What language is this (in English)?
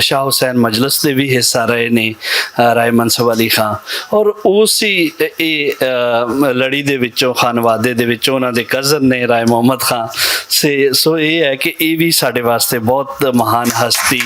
Western Panjabi